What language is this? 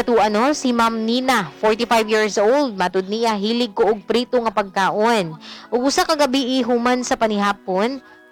Cebuano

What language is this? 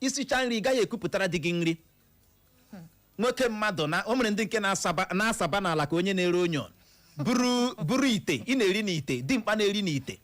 Igbo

